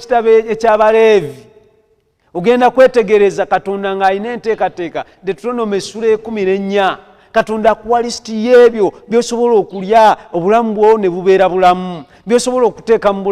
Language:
Ganda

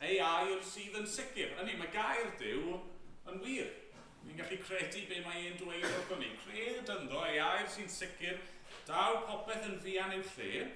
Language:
Welsh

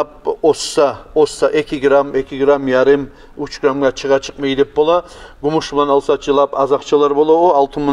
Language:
Kumyk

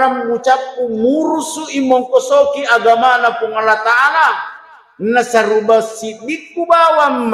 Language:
Buginese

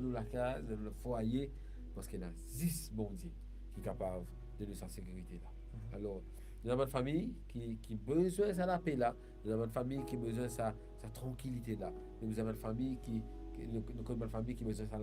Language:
Morisyen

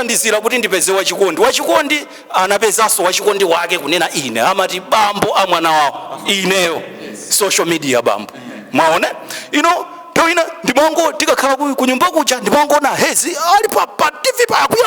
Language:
Nyanja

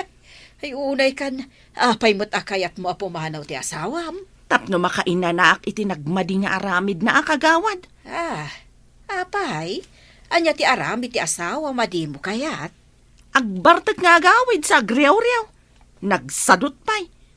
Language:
Iloko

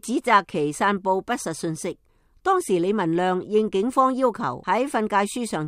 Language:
Cantonese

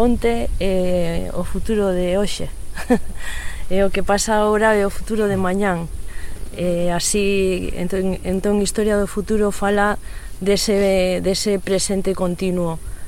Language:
Galician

